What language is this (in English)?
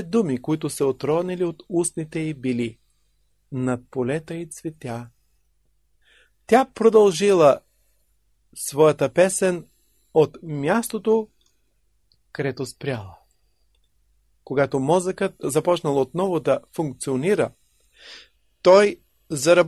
Bulgarian